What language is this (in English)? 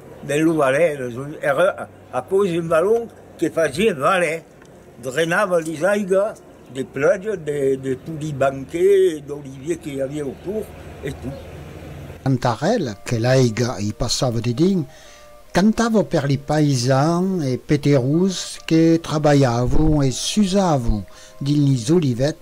Occitan